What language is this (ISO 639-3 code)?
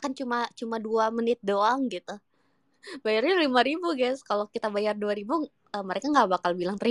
ind